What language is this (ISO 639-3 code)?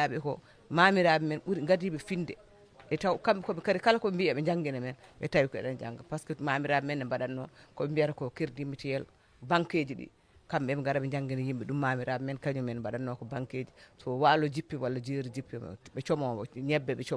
ful